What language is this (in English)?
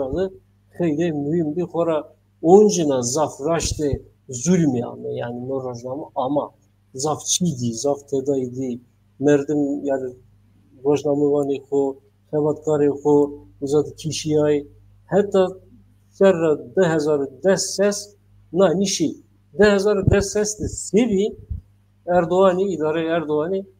Zaza